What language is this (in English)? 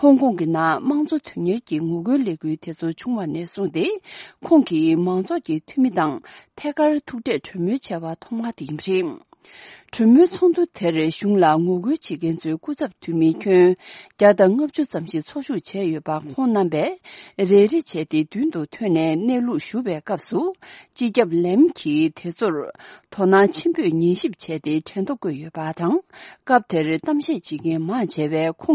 Tibetan